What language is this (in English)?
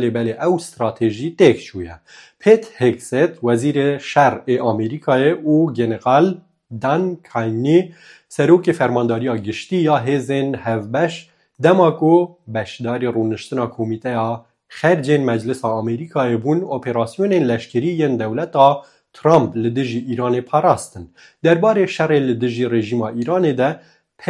Kurdish